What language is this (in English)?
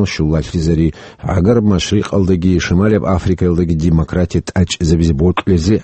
Avaric